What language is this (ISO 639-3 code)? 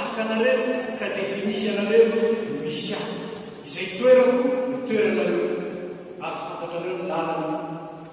mlg